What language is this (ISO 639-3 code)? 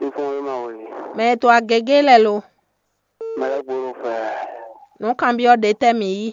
fon